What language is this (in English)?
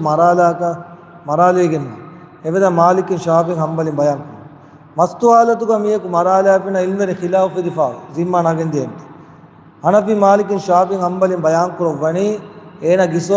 Divehi